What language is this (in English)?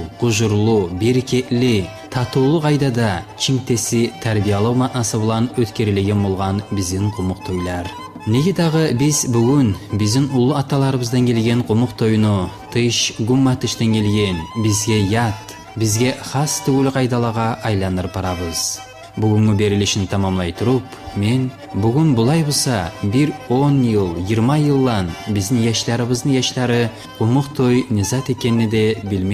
Kumyk